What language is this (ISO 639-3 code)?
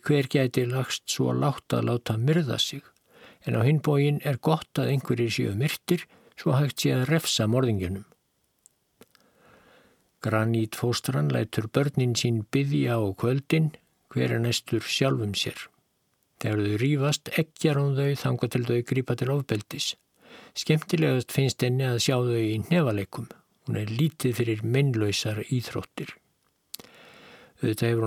isl